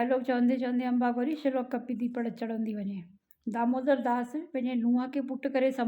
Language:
Sindhi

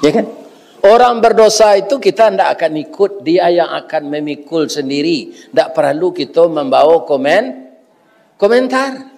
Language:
Minangkabau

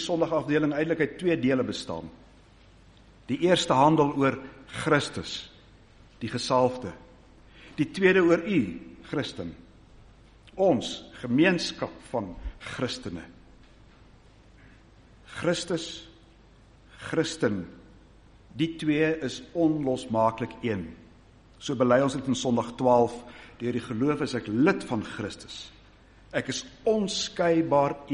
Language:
Afrikaans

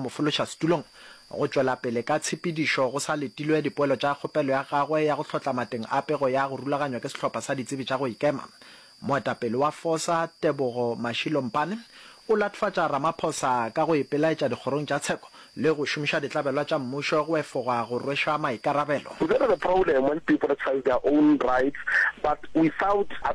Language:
Northern Sotho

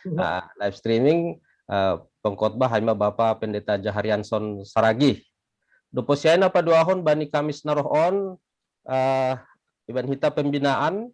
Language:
Batak Simalungun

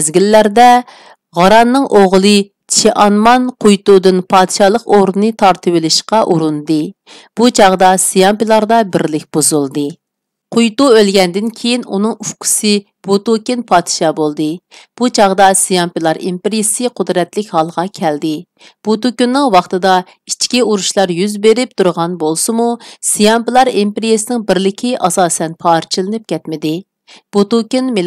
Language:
Uyghur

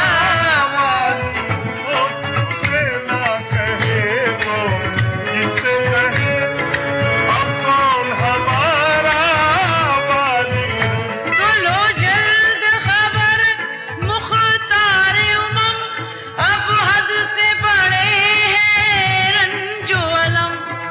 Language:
Urdu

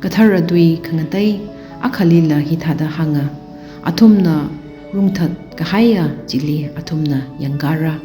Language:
Tangkhul Naga (India)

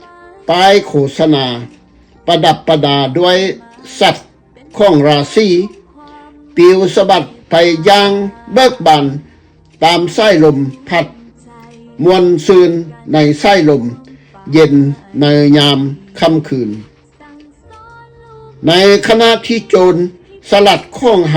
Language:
Lao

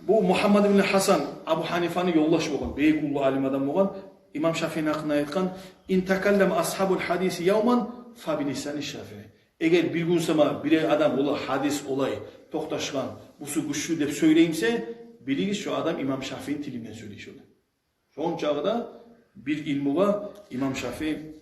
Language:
Kumyk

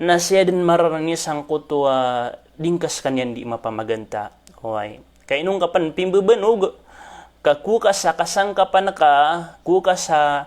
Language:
Maranao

